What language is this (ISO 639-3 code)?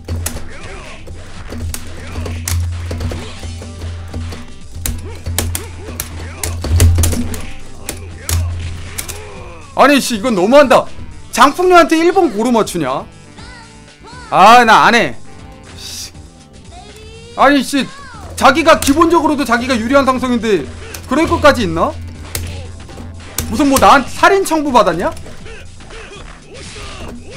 kor